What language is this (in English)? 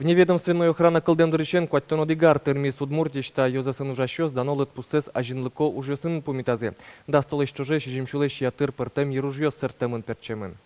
Udmurt